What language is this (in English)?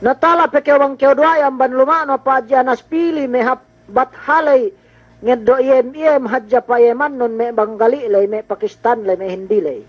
Yakan